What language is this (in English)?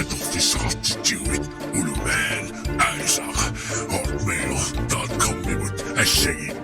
Kalaallisut